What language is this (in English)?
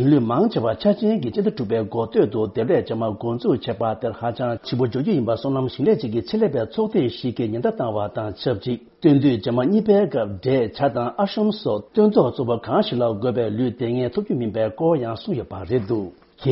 Tibetan